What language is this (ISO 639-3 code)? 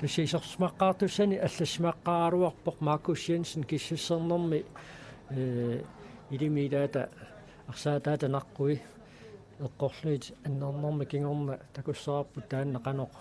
kal